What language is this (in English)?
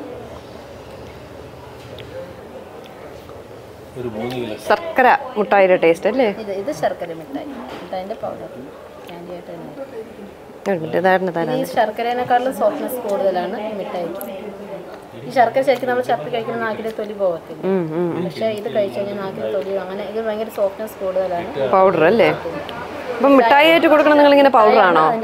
Malayalam